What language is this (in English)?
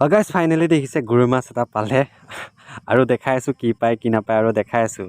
Assamese